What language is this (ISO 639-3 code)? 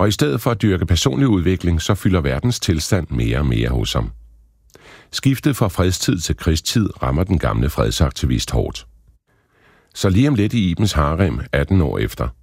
dan